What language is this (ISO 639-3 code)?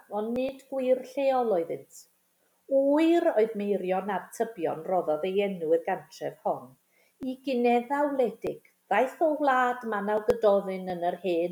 cym